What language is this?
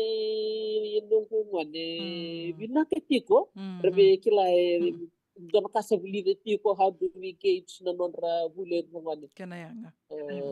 Fijian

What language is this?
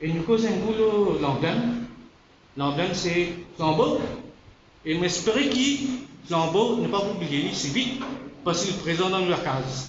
Morisyen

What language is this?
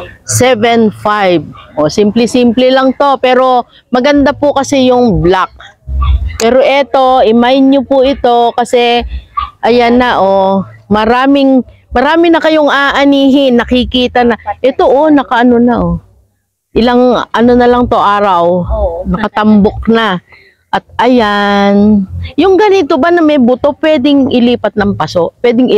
Filipino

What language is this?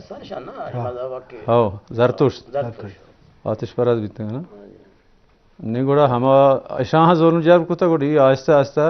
Baluchi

